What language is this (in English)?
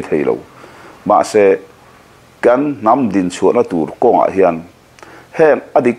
Mizo